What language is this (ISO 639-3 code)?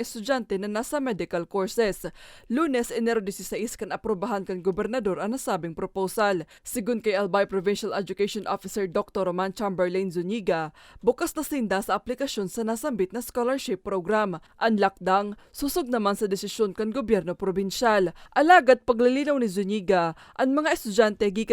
bik